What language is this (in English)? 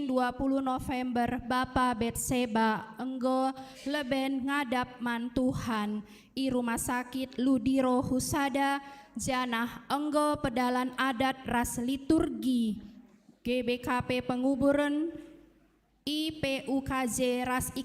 Batak Karo